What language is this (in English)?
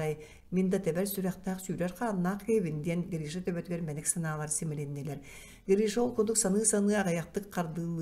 Yakut